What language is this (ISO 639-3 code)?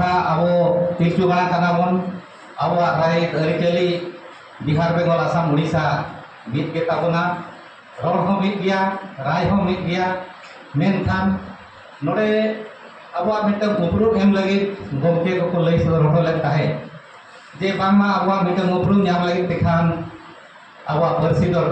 sat